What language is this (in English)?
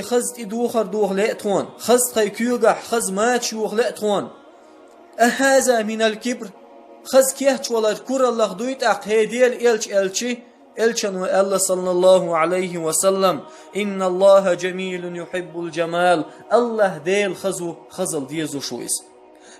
Chechen